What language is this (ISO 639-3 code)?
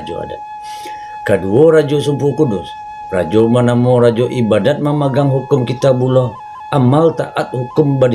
min